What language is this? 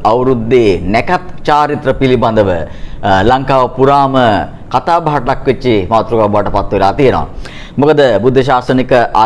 Sinhala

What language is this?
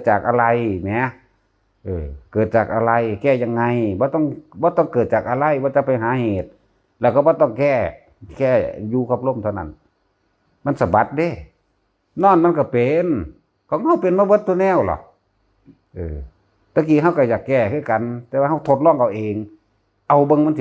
Northeastern Thai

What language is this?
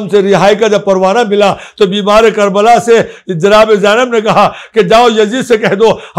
Urdu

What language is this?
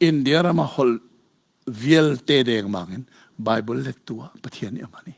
Hakha Chin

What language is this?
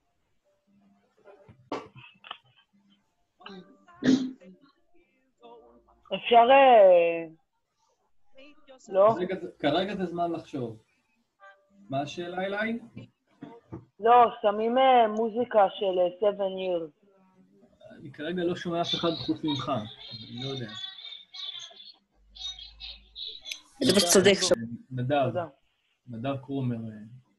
Hebrew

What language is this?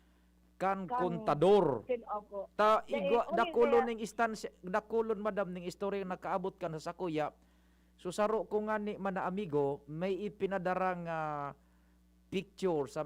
Bikol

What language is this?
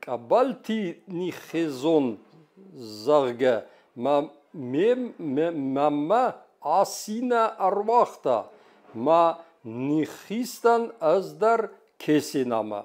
Ossetic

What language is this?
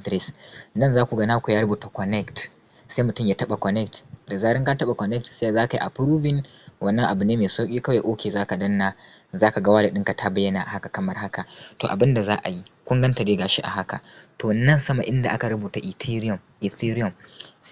Hausa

